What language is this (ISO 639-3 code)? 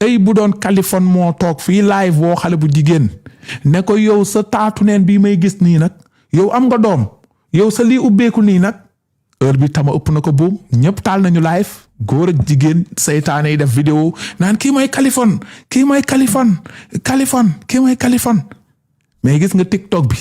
wol